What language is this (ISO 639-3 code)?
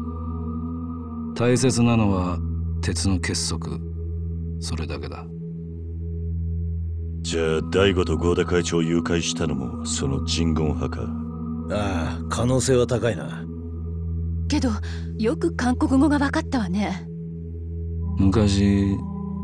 jpn